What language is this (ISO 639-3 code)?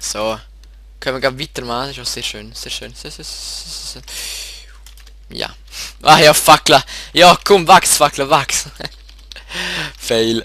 gsw